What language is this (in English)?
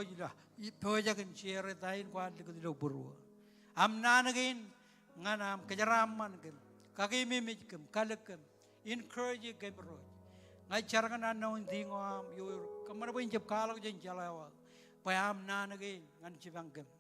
Marshallese